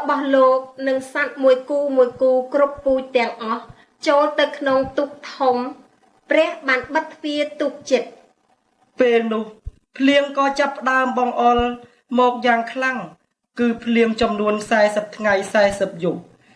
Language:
Khmer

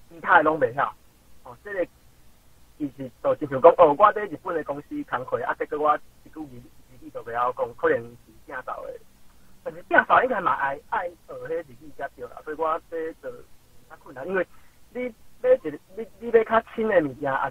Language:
Min Nan Chinese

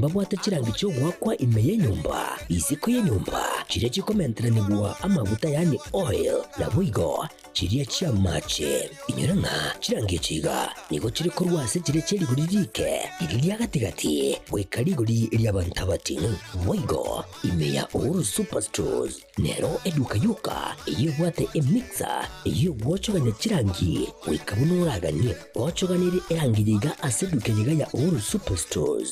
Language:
Gusii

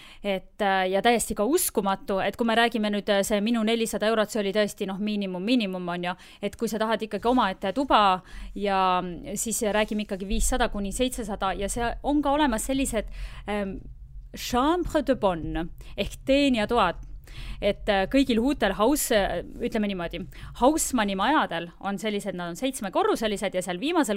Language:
Estonian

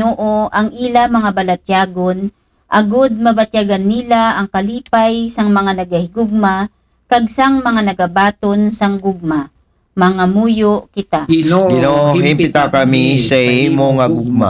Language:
Aklanon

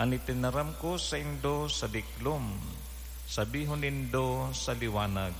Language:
Bikol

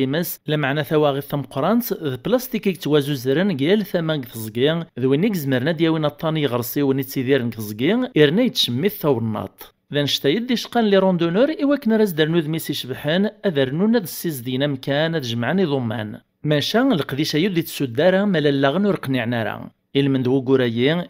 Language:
Kabyle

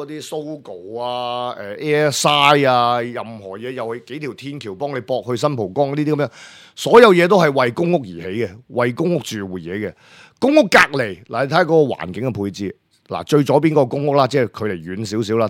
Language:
Cantonese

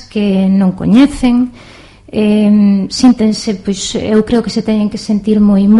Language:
Galician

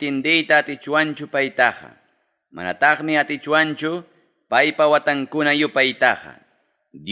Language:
Ayacucho Quechua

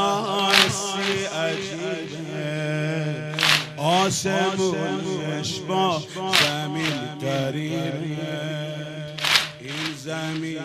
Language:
Persian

